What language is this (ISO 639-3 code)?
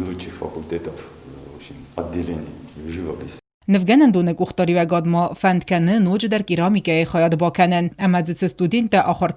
oss